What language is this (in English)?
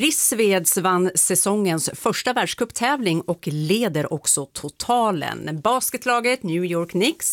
Swedish